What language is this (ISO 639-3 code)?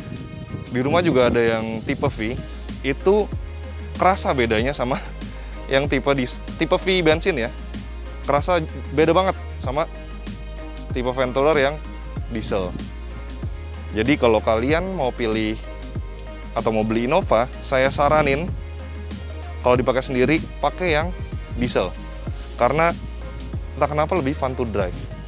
ind